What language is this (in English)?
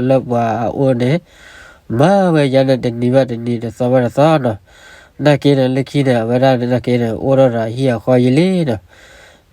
S'gaw Karen